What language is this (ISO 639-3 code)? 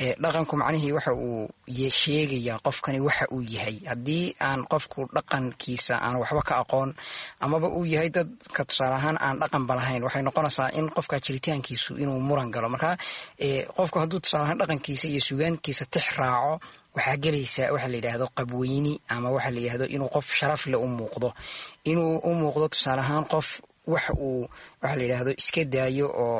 som